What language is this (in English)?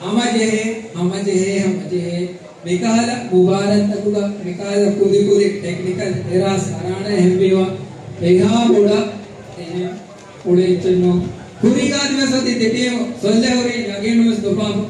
Divehi